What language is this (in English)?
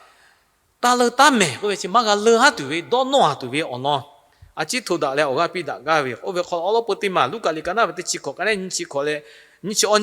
Lahu